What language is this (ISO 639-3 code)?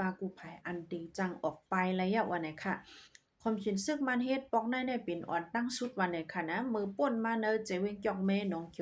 shn